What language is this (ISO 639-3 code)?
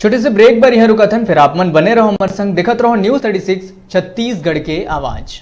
hne